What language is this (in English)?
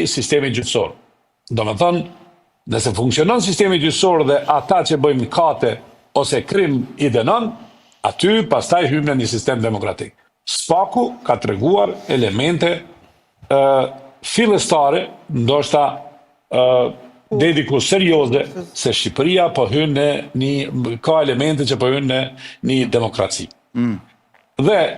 Albanian